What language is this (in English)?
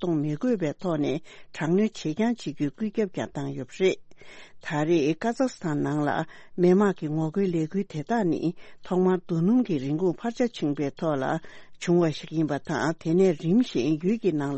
Tibetan